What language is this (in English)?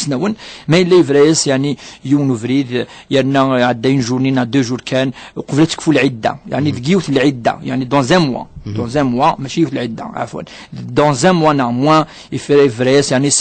Kabyle